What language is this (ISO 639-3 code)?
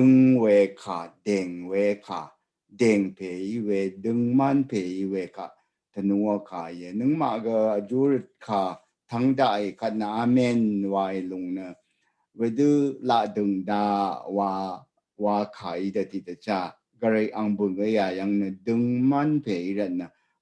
raw